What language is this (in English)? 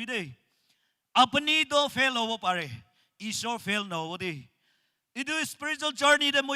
Naga Pidgin